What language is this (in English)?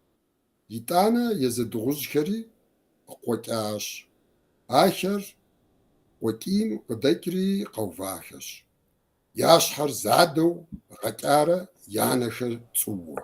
Kabardian